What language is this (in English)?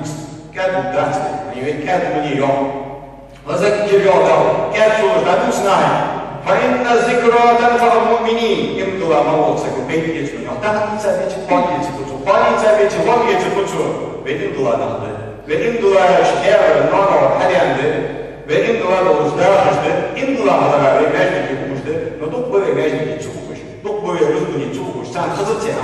Ingush